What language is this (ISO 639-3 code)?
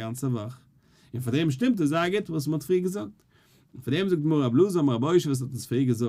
yid